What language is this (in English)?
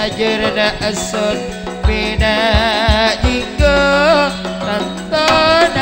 Madurese